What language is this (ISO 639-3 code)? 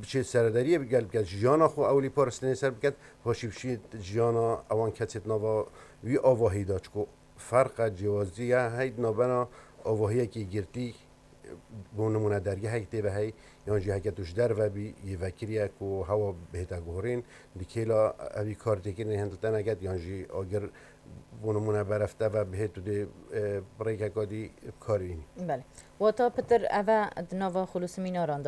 kur